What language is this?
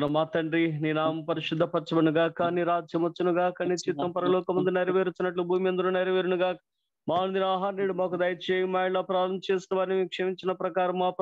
Telugu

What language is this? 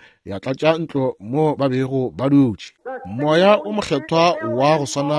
Northern Sotho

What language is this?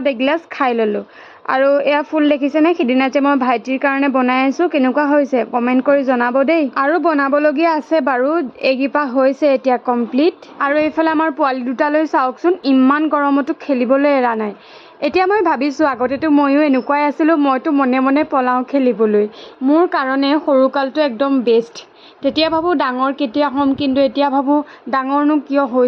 Assamese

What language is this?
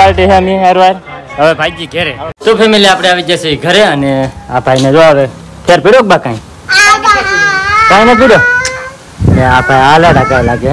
Gujarati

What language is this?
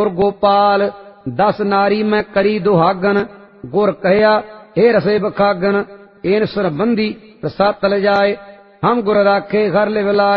Punjabi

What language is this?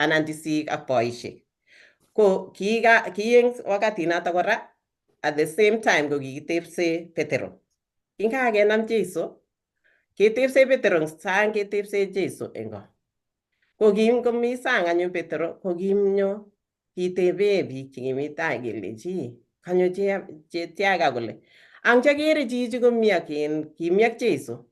Kalenjin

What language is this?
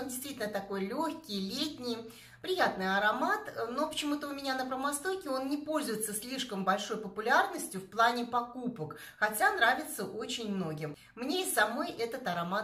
Russian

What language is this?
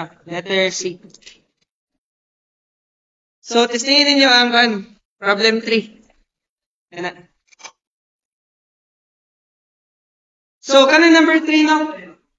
Filipino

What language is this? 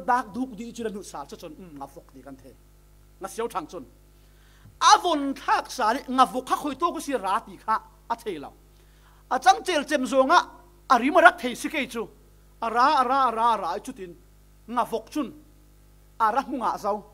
Falam Chin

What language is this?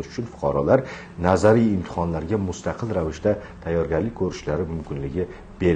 Uzbek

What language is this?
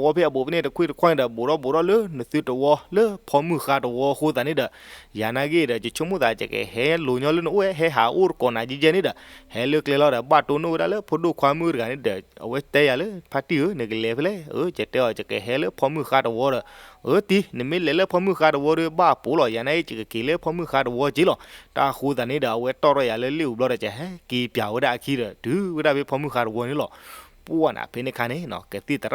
S'gaw Karen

